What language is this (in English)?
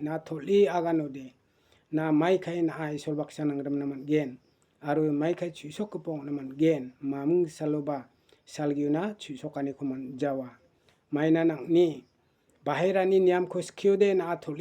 Garo